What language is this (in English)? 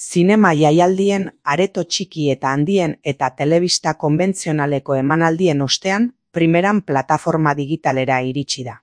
Basque